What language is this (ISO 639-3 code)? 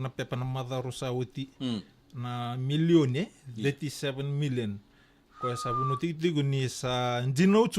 fij